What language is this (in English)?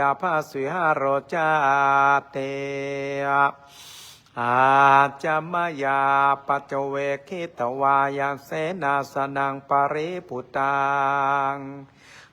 Pali